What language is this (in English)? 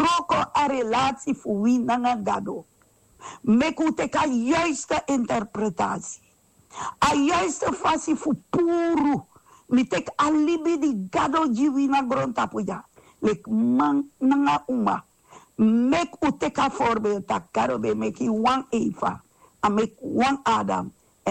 Sranan Tongo